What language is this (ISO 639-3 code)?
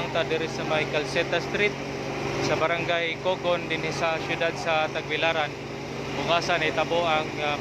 ceb